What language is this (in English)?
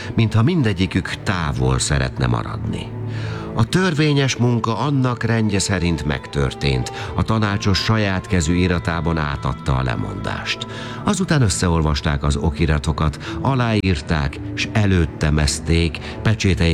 Hungarian